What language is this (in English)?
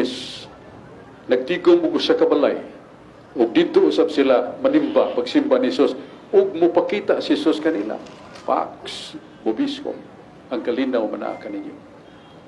Cebuano